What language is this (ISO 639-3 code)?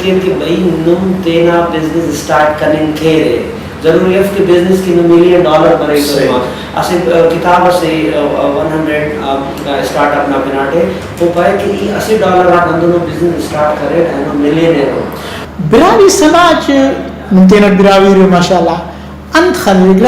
brh